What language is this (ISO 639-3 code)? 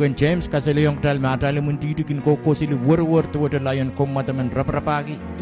pon